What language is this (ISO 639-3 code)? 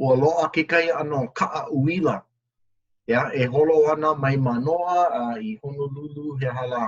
haw